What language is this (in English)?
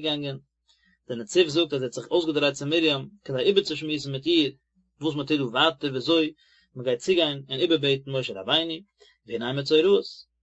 Yiddish